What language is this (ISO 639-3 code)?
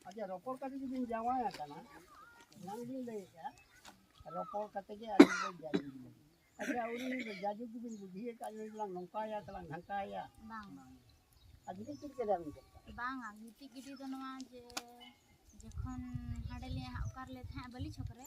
sat